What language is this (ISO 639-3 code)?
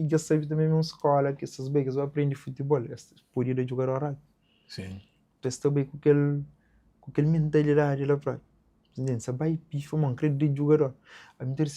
kea